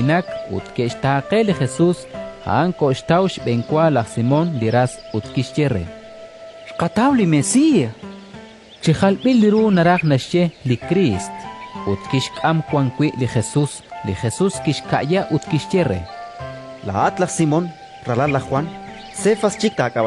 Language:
Kekchí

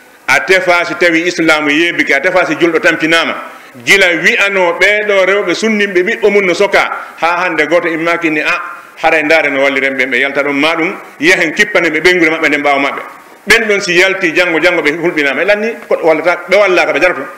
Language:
Pular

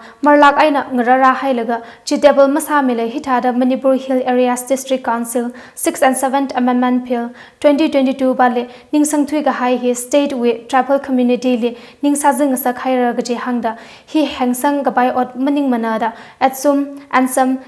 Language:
Tangkhul Naga (India)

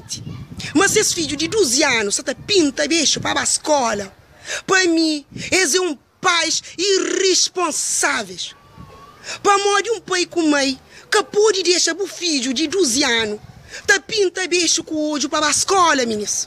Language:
Kabuverdianu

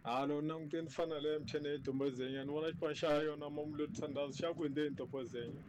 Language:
Tsonga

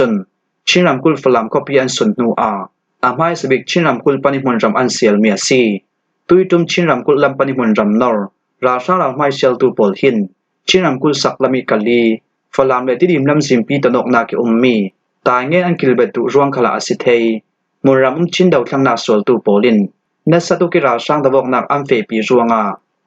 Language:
Falam Chin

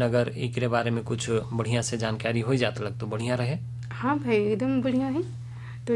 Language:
Bhojpuri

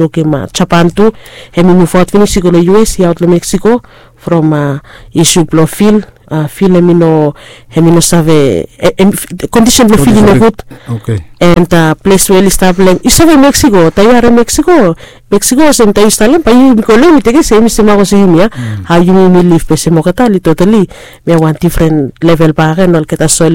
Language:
Bislama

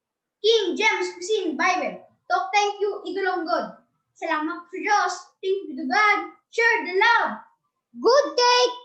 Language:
Tok Pisin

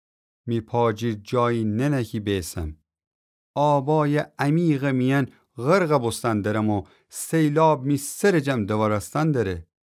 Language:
Gilaki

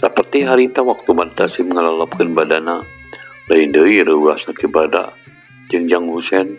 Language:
Sundanese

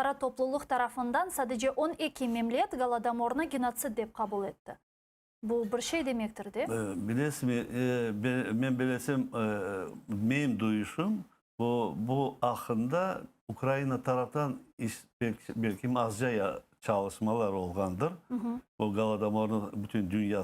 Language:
Crimean Tatar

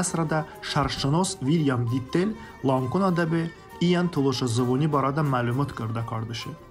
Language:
Talysh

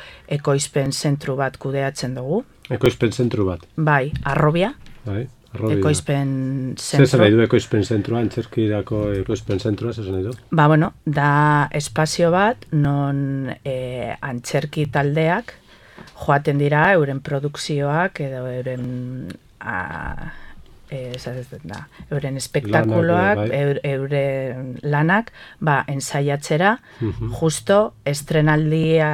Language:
Basque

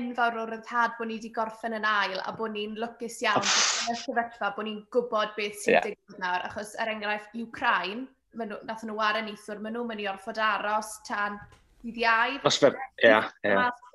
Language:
Welsh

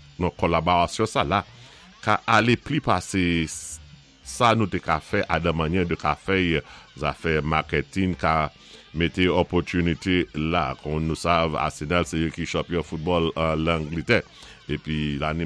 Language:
Saint Lucian Creole French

